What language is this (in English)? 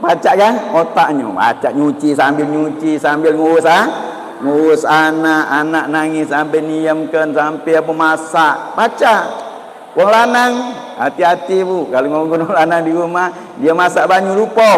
Musi